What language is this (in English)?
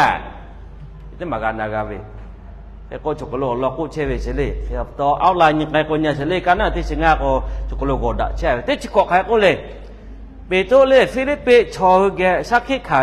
Lahu